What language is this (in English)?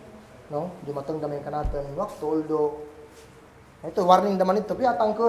Kagan Kalagan